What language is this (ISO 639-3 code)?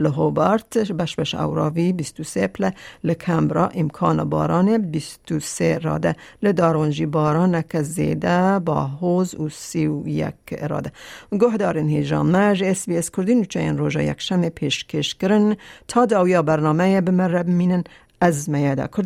kur